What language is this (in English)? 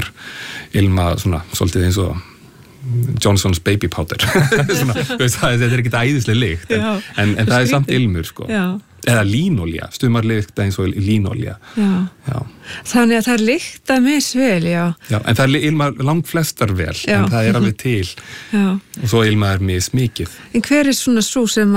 Icelandic